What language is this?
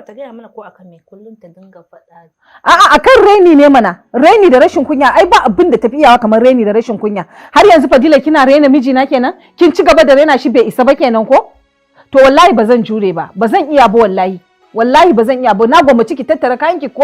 Hausa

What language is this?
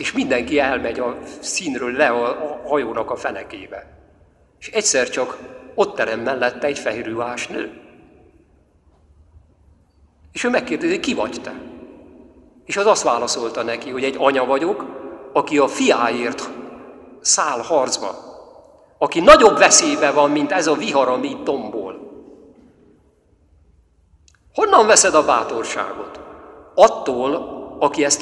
Hungarian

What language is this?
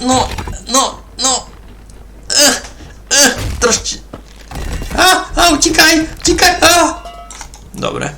Rusyn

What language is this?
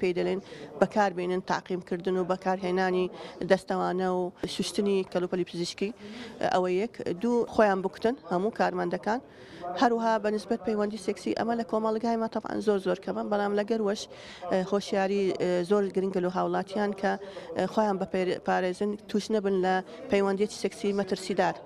Central Kurdish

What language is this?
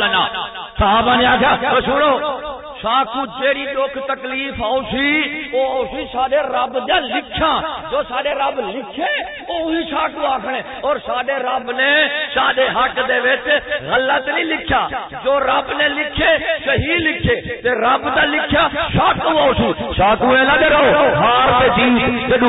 Saraiki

